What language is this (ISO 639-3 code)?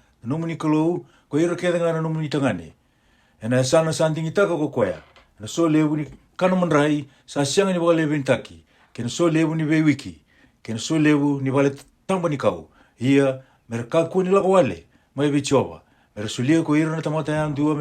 fij